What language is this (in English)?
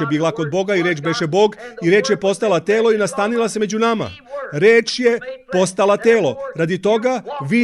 Serbian